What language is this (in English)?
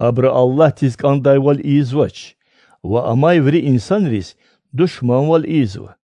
Lezghian